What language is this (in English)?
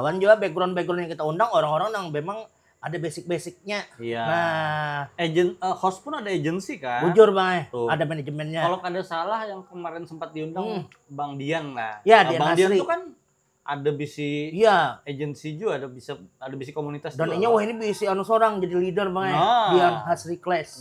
Banjar